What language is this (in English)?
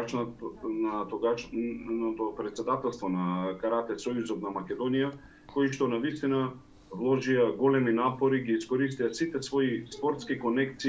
Macedonian